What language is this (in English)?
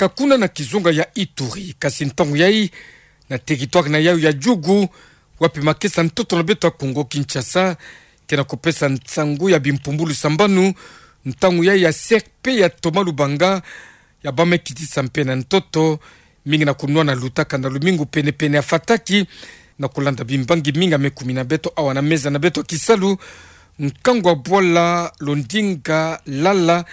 Kituba (Democratic Republic of Congo)